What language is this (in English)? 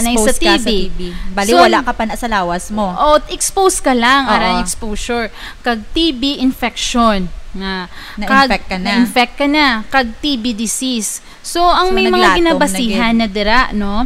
Hiligaynon